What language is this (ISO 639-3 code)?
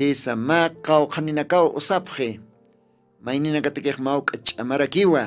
aym